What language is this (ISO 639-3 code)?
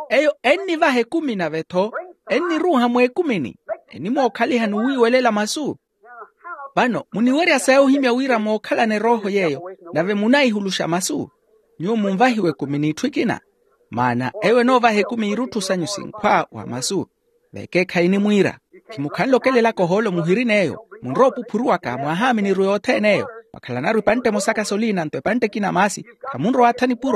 vmw